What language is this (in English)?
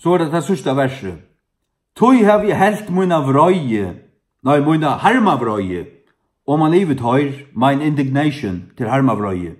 Faroese